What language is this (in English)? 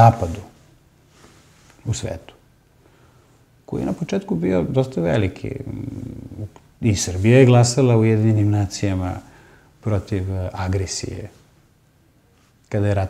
Serbian